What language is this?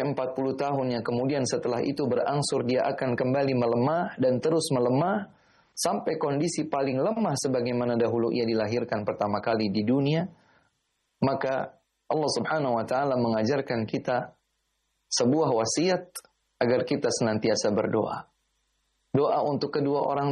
Indonesian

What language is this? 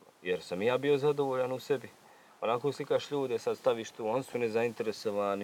Serbian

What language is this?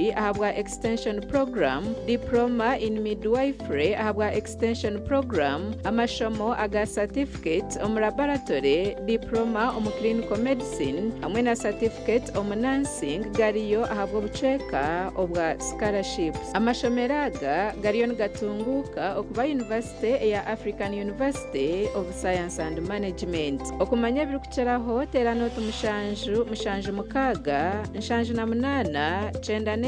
Nyankole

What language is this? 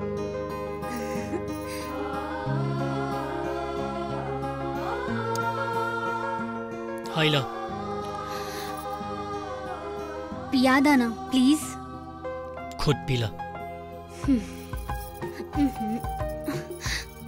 Bhojpuri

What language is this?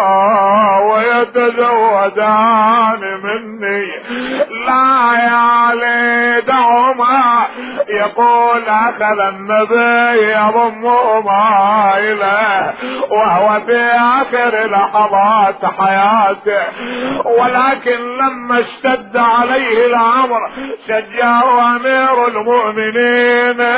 Arabic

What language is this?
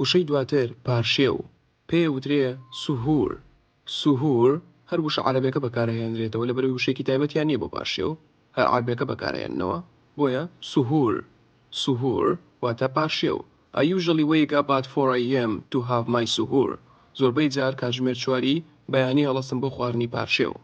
Central Kurdish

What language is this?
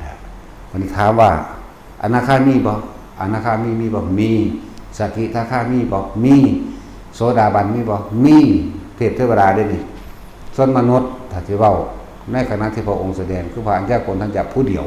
Lao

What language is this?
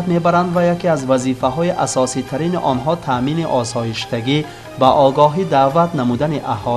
Tajik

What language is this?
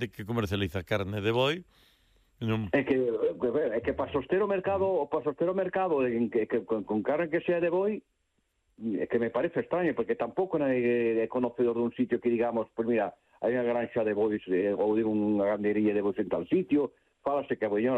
Galician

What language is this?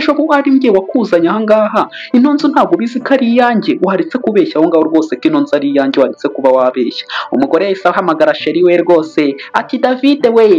Kinyarwanda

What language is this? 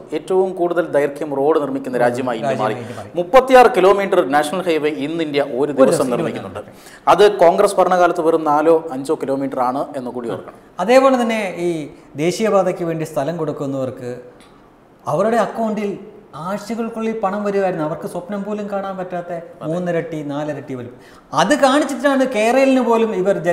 Malayalam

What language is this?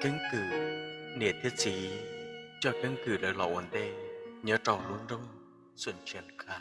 Hmong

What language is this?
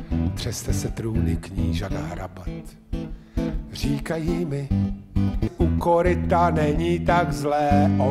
Czech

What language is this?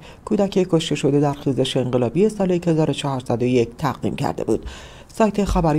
Persian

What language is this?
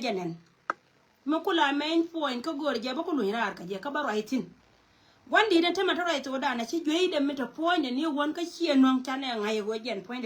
Nuer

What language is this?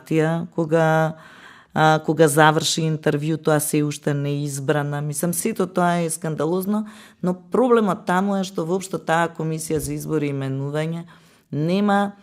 Macedonian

